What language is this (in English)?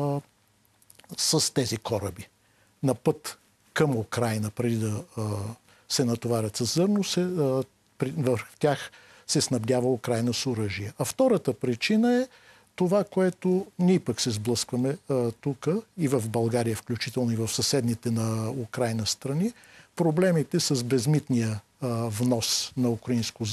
Bulgarian